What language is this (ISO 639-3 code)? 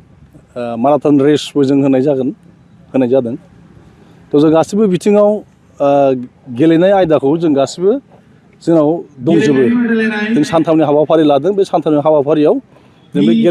brx